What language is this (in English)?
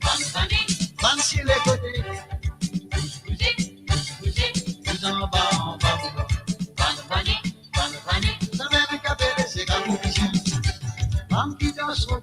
Morisyen